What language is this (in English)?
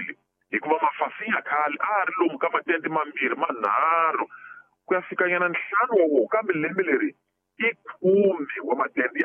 Tsonga